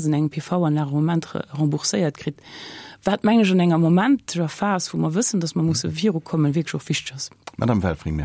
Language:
Luxembourgish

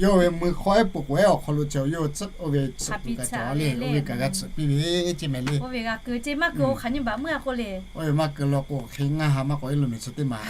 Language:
Lahu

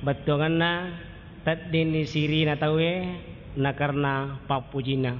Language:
Buginese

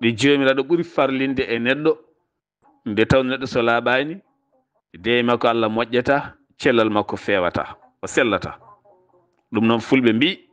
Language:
Fula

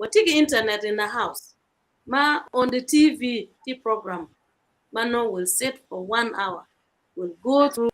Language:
Acoli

